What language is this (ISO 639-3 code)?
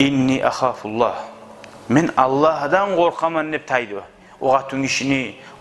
kum